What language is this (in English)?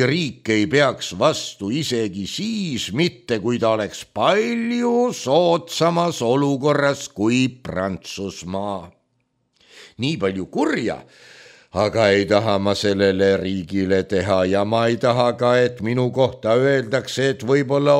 Estonian